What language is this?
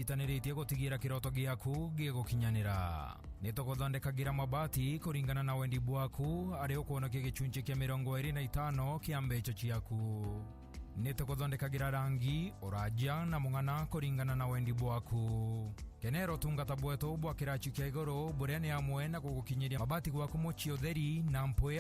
Meru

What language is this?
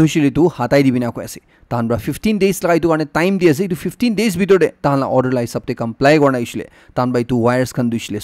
Naga Pidgin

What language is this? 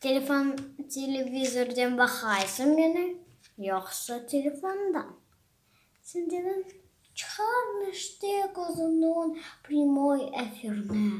Crimean Tatar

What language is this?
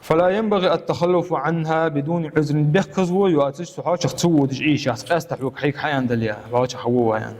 Ingush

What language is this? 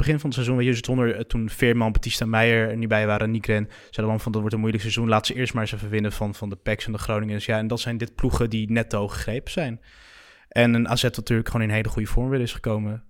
Dutch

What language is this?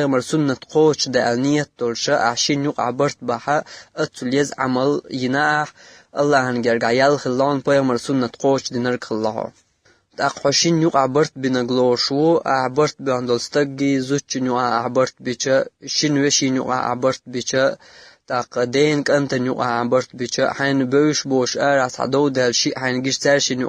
Chechen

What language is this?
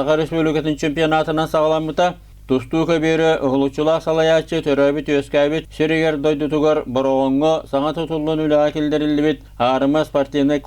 Yakut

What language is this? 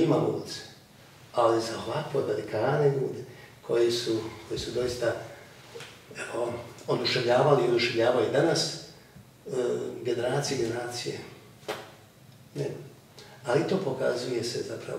Croatian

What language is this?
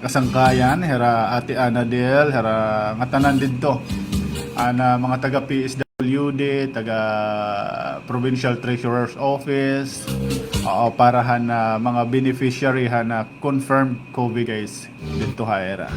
Waray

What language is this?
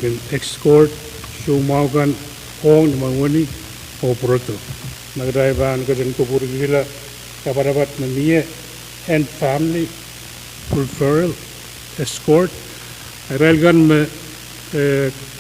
Pohnpeian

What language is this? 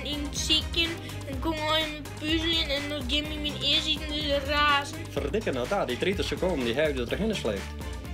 Western Frisian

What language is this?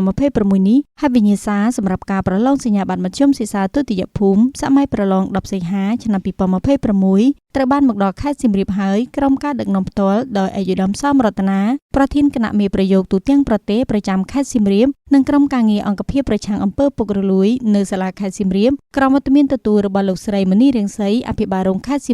Khmer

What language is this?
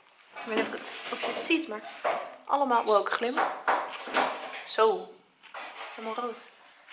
Dutch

